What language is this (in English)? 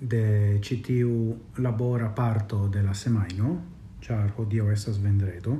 Esperanto